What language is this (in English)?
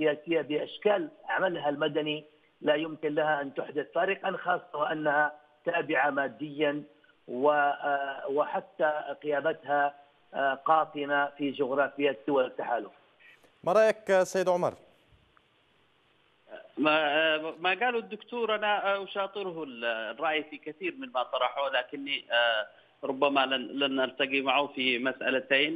Arabic